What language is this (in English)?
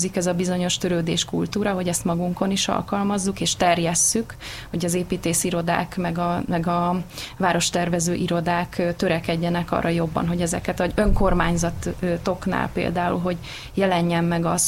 Hungarian